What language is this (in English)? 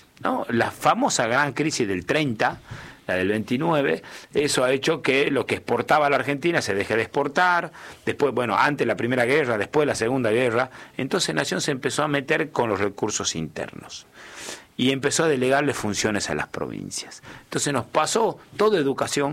Spanish